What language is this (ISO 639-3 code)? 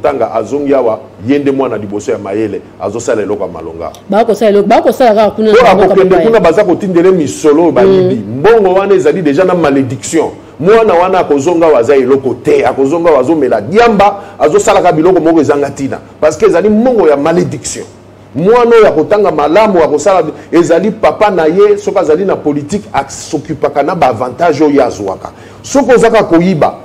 lin